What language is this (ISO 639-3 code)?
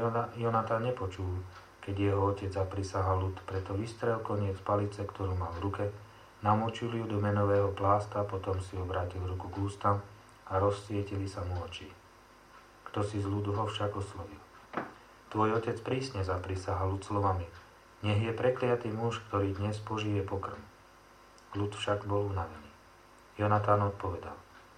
slk